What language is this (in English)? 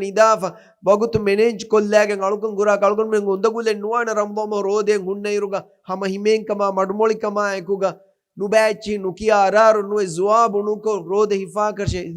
Divehi